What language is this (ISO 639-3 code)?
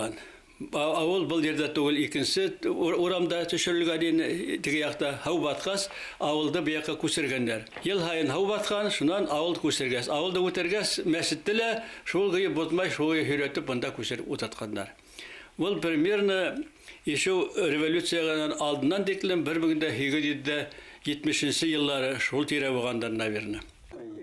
bak